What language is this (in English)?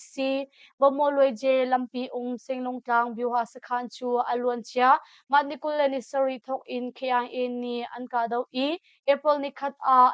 Hakha Chin